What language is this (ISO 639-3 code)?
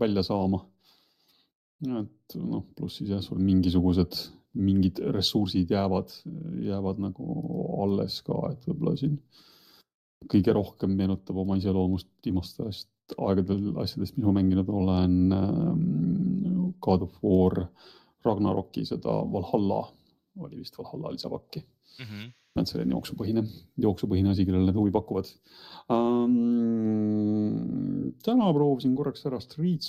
est